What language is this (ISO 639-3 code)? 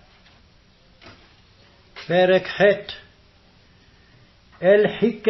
heb